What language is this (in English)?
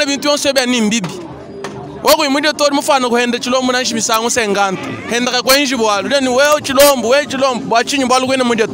Luba-Lulua